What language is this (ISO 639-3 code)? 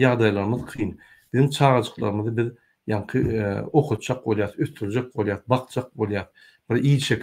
tuk